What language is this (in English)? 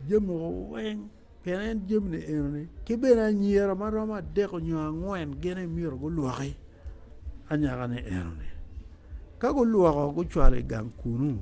Acoli